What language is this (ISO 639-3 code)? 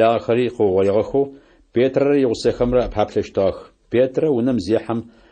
ady